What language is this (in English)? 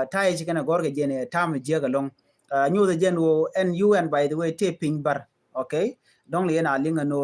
Nuer